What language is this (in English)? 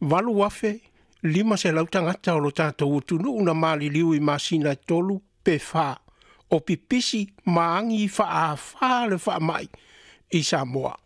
Samoan